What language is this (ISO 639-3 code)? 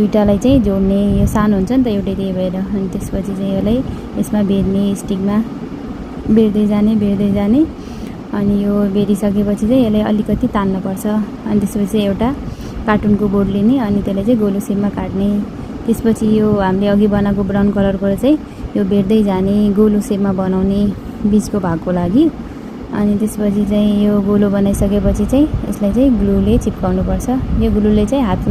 nep